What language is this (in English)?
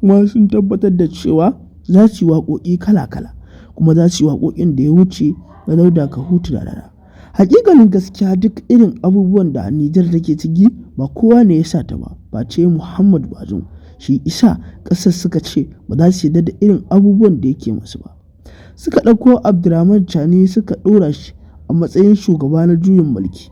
Hausa